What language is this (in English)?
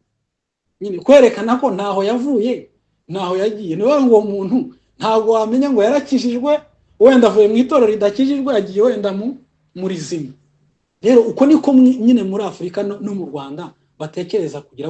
Kinyarwanda